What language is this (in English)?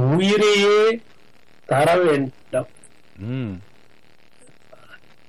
Tamil